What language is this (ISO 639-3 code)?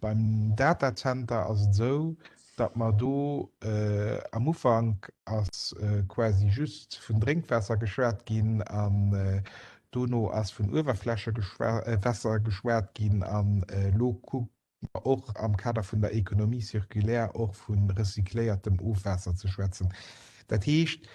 ltz